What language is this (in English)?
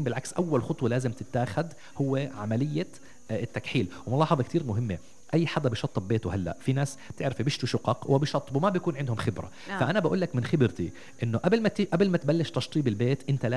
North Levantine Arabic